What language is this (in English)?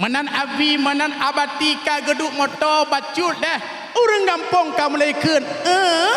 Achinese